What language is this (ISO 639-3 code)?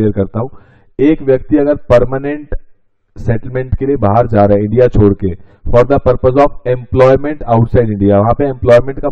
hin